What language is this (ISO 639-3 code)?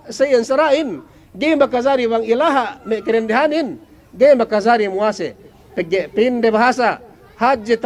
yka